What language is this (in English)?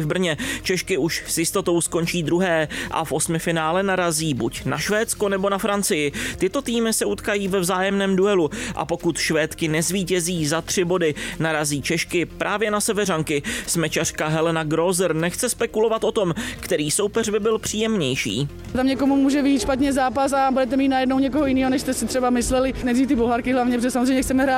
Czech